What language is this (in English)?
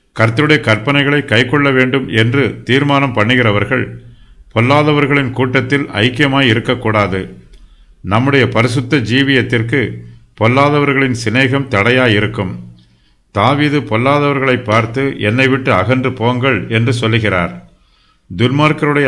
Tamil